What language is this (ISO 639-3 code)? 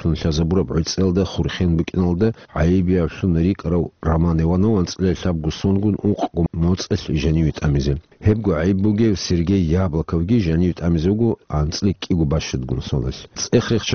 ava